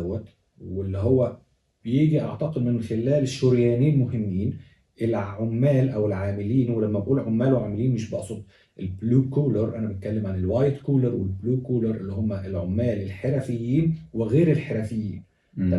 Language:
Egyptian Arabic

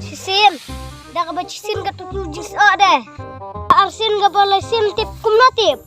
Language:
Khasi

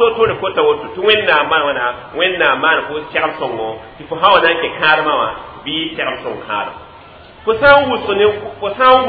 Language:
Mossi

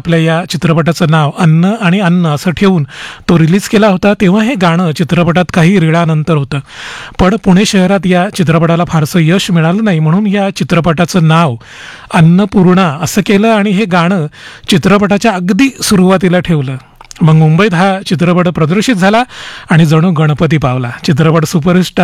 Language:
Marathi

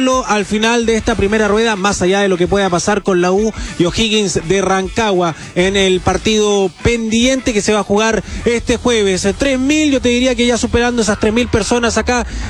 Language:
Spanish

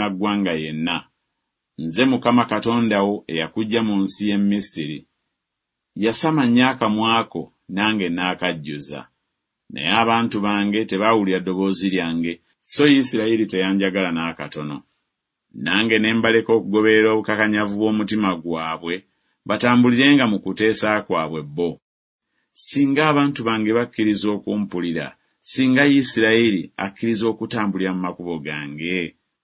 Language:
Ganda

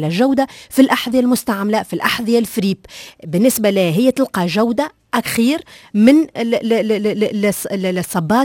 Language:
Tunisian Arabic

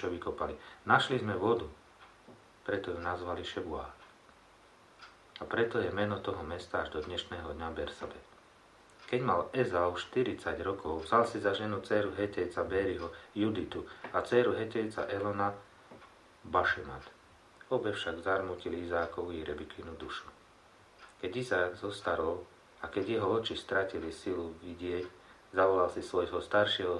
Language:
Slovak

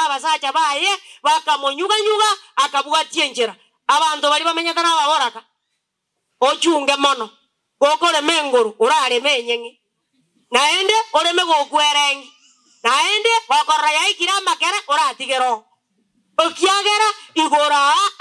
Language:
Gusii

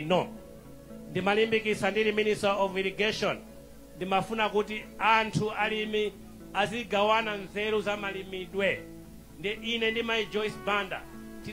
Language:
Nyanja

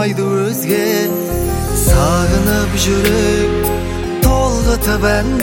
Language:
Kazakh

